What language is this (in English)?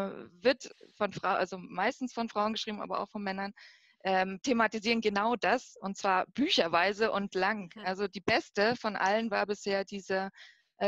German